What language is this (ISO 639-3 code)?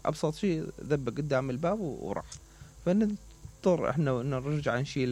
acm